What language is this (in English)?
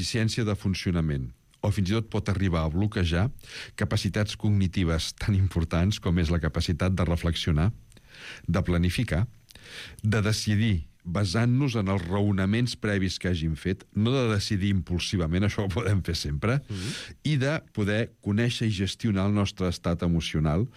Catalan